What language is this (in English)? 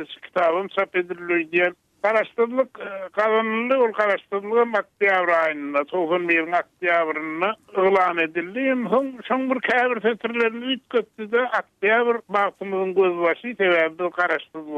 Turkmen